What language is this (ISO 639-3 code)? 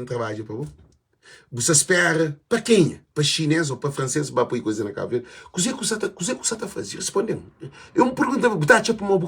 kea